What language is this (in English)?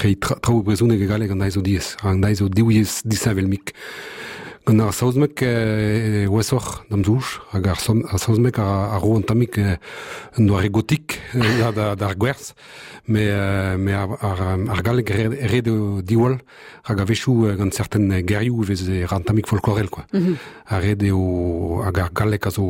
Breton